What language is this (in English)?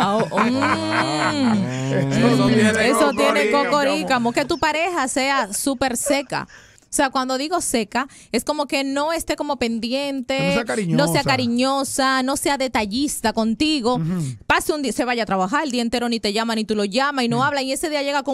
Spanish